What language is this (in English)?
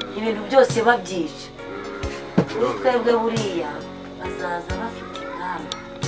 Kinyarwanda